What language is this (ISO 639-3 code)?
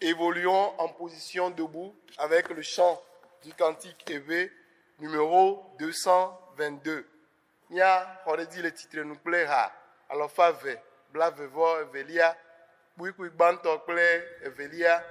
ewe